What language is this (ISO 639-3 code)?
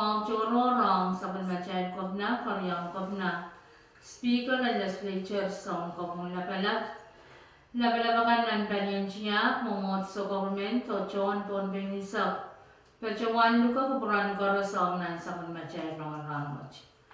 pon